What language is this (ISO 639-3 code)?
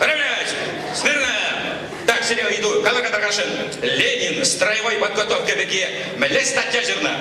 chv